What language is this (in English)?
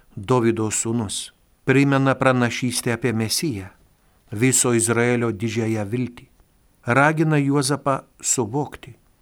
Lithuanian